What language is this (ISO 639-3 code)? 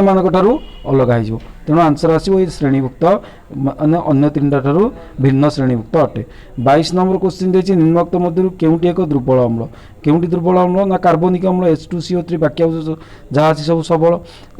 ori